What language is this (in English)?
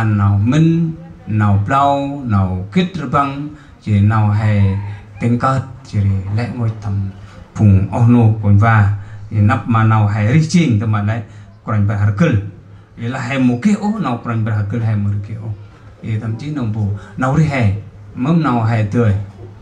Central Mnong